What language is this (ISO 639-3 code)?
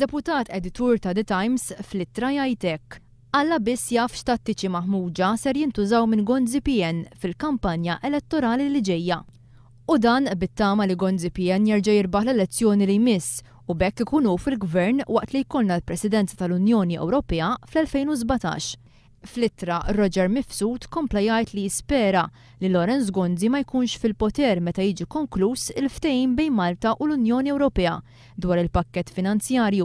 mlt